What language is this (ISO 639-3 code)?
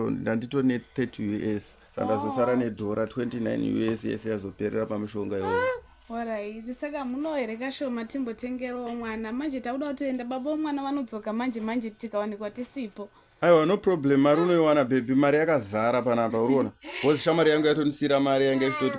sna